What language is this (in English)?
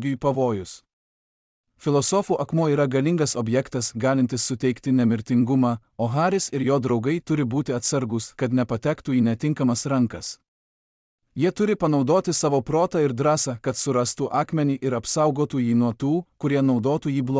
Lithuanian